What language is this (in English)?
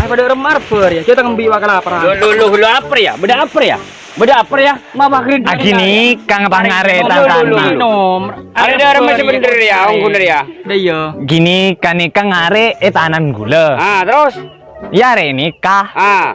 Madurese